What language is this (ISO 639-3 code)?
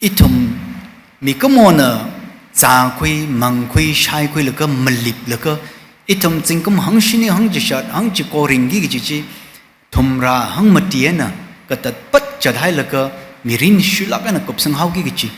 nmf